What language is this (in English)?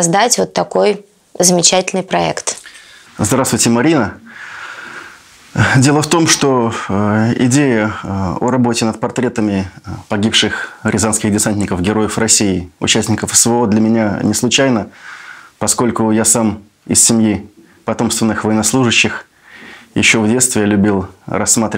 Russian